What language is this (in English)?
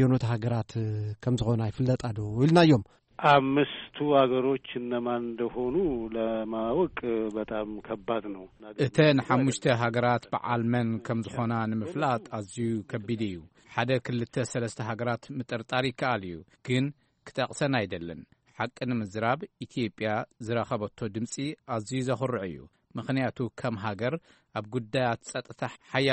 Tigrinya